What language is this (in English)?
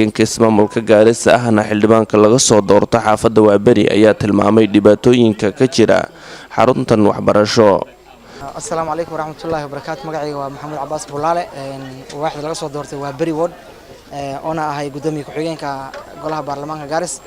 Somali